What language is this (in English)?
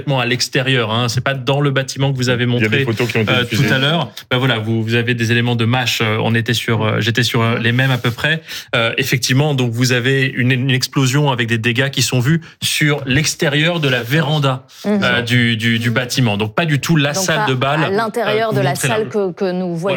French